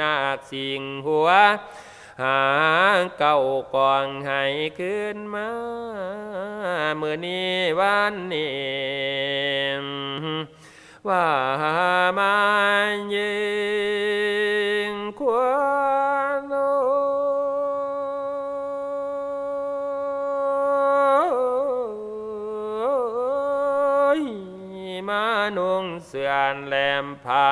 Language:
Thai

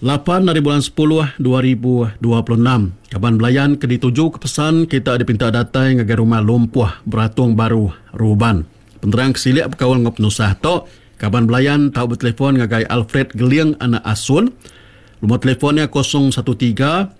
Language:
Iban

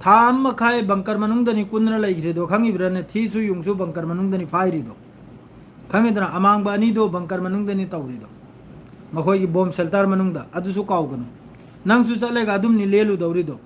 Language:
Manipuri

